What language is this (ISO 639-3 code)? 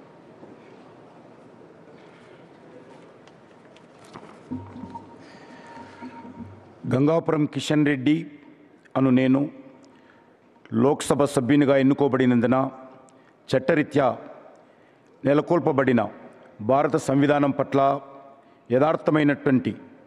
tel